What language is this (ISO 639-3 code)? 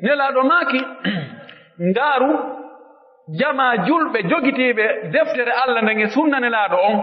fuf